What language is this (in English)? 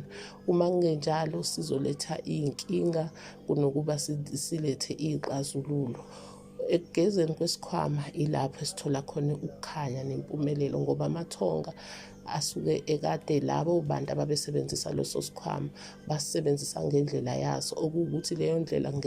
Zulu